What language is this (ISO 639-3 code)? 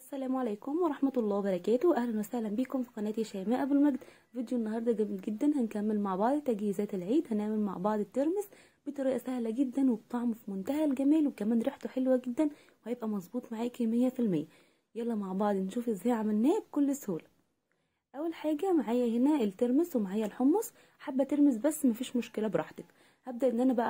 arz